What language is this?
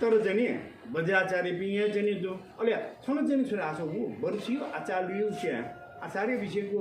Nepali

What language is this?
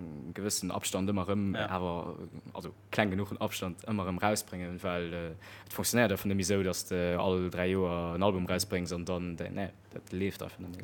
Luxembourgish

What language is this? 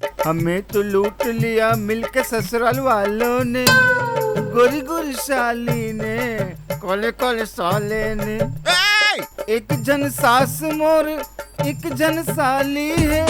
Chhattisgarhi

